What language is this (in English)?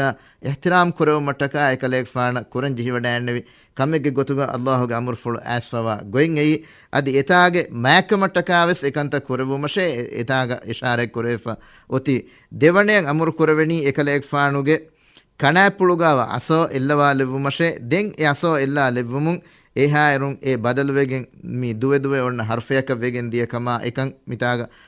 Divehi